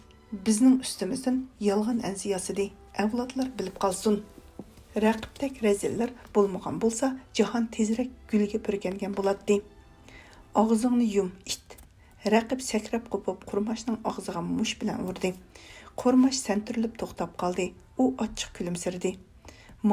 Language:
Uyghur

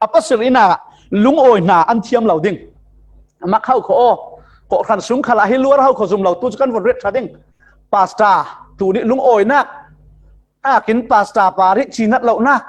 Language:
Falam Chin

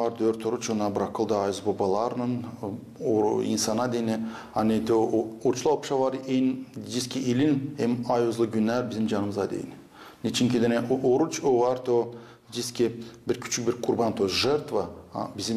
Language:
Gagauz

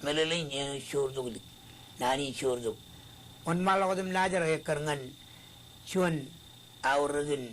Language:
Marshallese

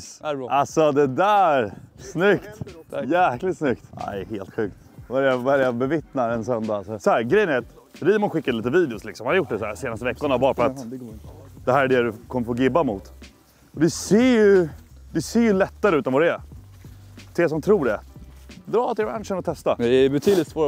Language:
Swedish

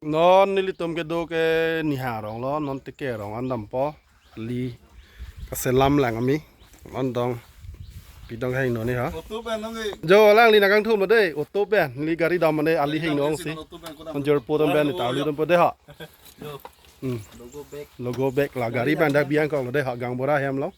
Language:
Karbi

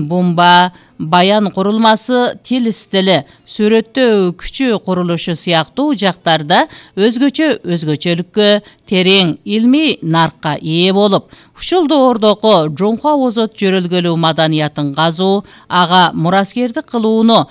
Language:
Kyrgyz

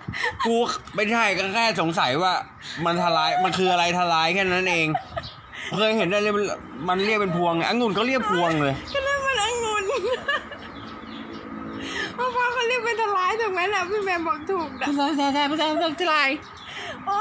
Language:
Thai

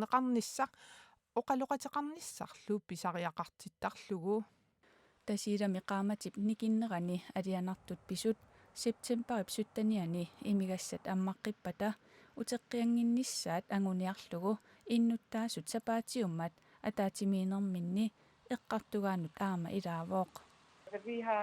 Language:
Kalaallisut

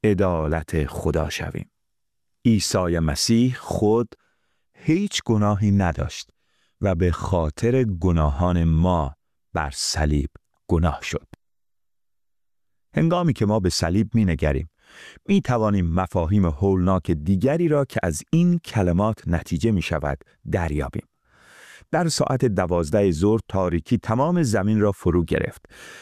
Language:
Persian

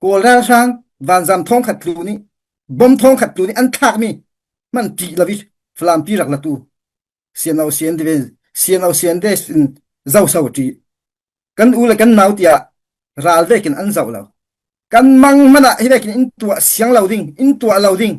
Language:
Falam Chin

